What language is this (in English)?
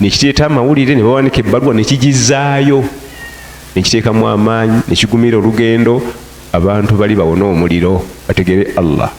Ganda